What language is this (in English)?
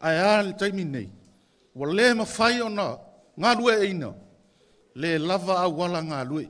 Samoan